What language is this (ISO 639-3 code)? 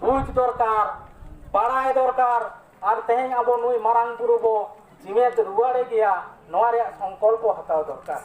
sat